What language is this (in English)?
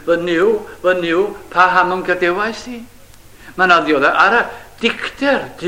Welsh